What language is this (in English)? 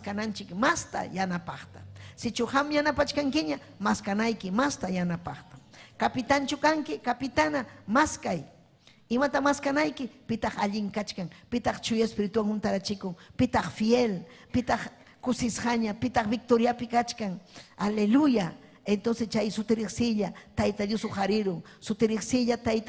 Ayacucho Quechua